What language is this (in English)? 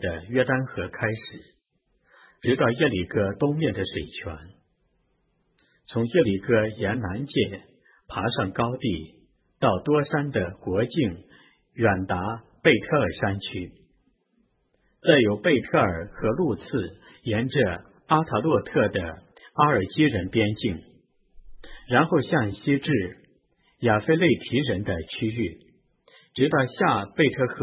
Chinese